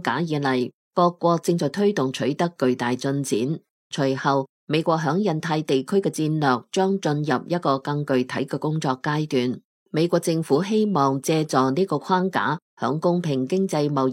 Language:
Cantonese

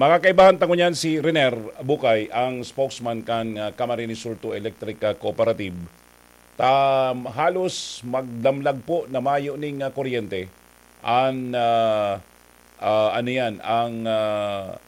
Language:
Bikol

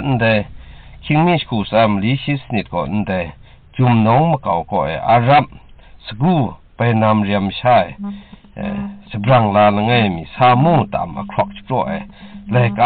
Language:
Kachin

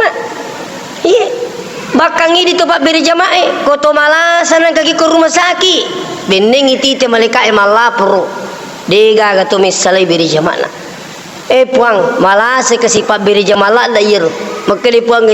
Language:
Buginese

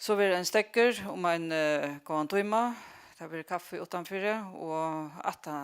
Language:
Faroese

